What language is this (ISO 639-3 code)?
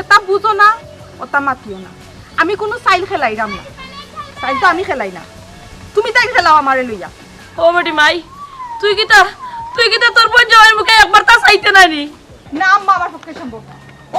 syl